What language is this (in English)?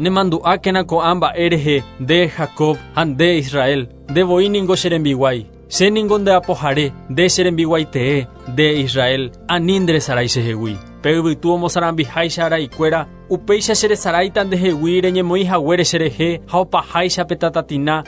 Guarani